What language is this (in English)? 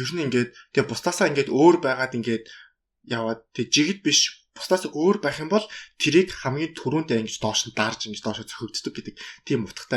Mongolian